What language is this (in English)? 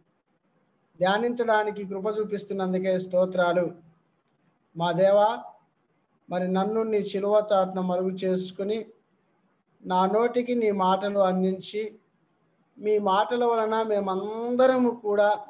Telugu